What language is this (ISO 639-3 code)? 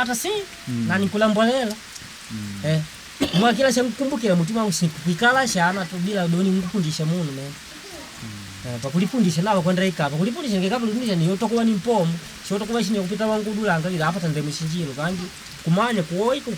kde